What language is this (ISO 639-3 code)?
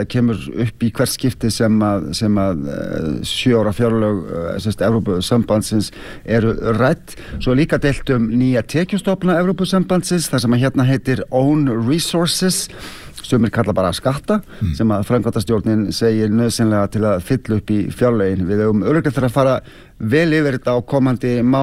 isl